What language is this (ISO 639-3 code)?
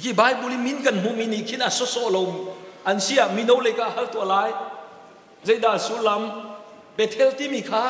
cnh